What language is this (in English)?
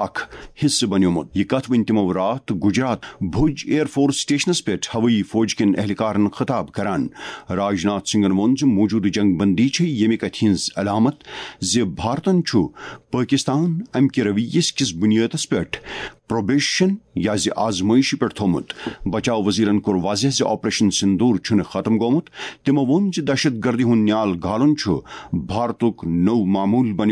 Kashmiri